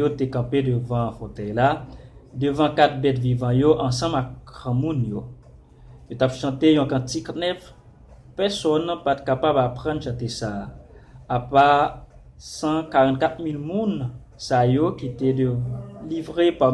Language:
Haitian Creole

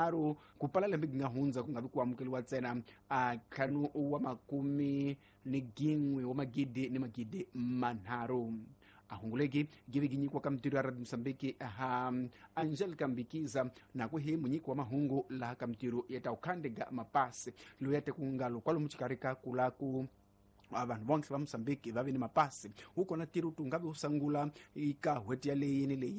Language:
Tsonga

